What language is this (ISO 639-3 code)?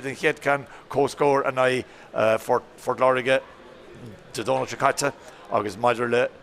gle